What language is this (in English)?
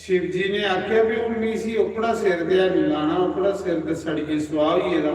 Dogri